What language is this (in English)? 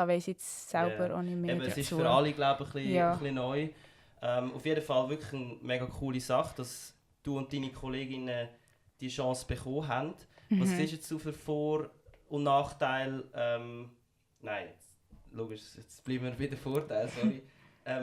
Swiss German